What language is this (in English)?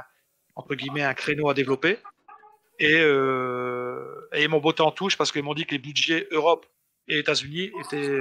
French